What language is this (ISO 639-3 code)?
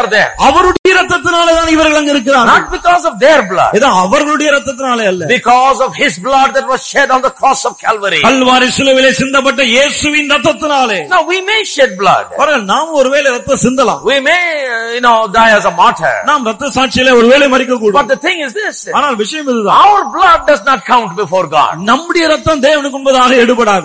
tam